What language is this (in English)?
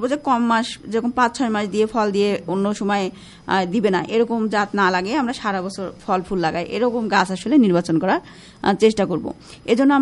Bangla